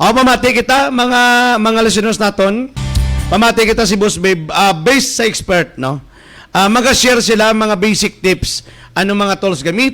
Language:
Hiligaynon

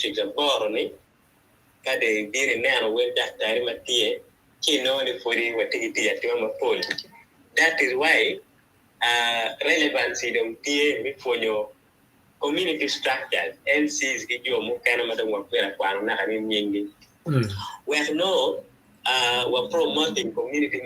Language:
Acoli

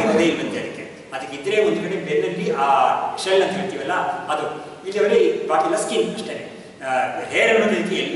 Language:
Kannada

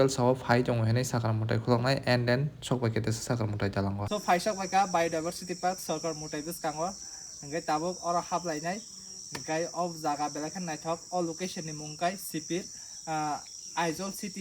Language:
Kok Borok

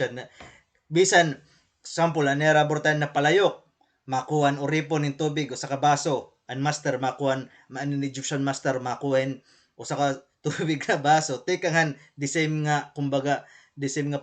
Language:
Waray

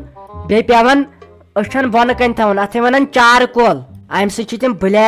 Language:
Kashmiri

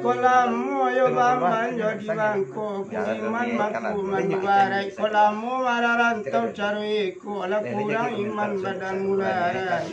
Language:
Minangkabau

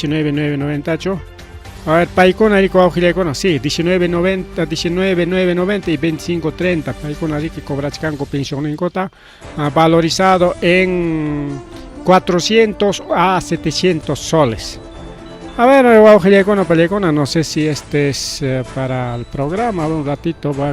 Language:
Ayacucho Quechua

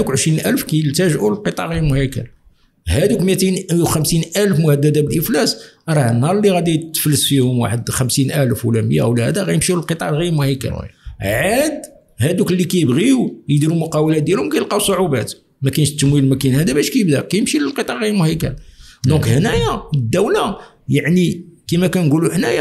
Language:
Moroccan Arabic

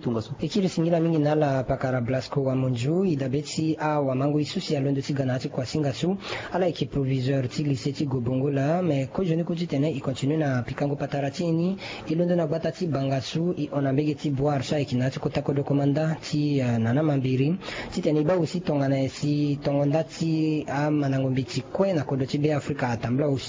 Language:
Sango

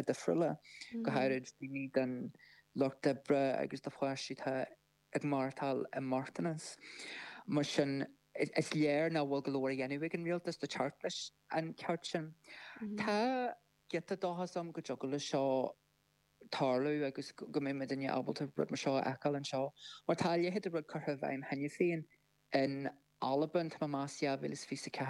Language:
Irish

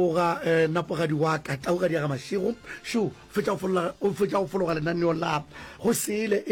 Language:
Northern Sotho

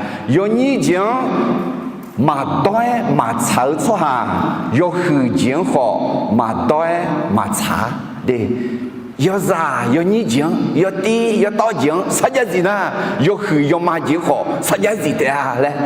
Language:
Akha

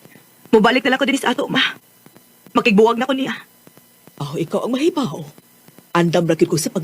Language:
Cebuano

